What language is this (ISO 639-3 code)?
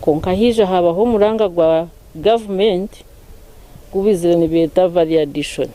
nyn